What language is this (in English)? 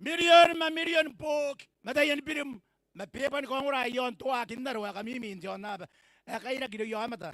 Gilbertese